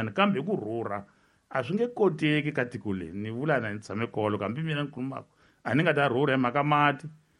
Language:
Tsonga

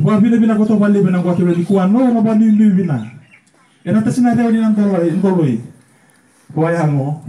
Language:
Fijian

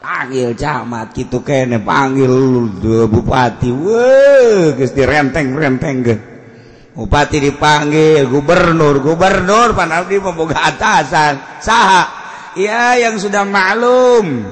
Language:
Sundanese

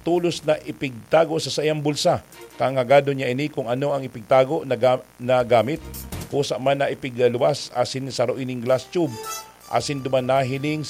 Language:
Bikol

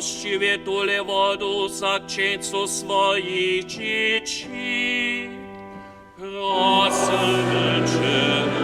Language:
Upper Sorbian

